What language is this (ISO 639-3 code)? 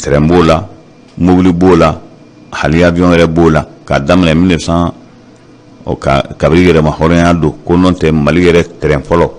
bam